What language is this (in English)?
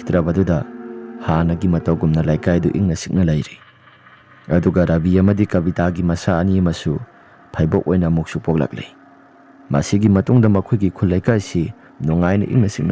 Manipuri